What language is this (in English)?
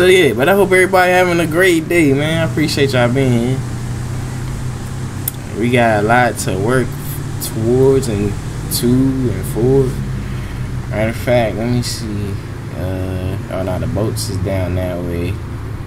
English